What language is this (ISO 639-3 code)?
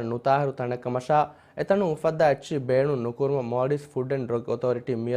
div